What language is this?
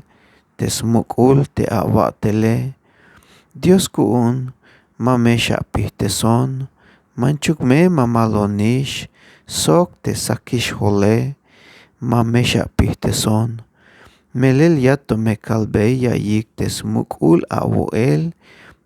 Tzeltal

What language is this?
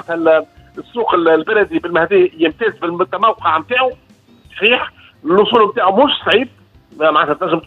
Tunisian Arabic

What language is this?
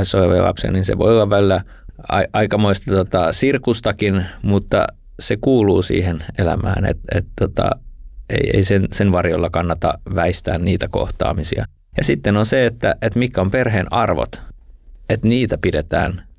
Finnish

